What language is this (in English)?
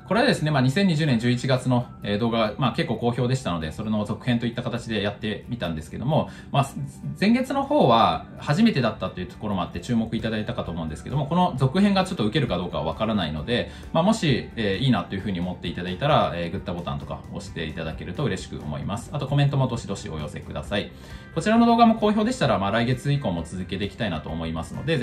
Japanese